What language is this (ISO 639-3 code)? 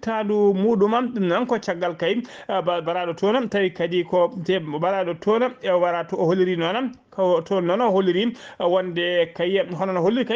ful